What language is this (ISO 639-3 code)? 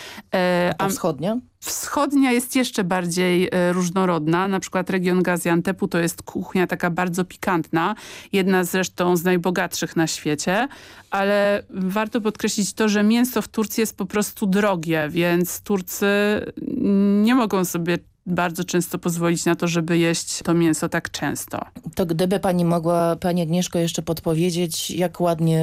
pol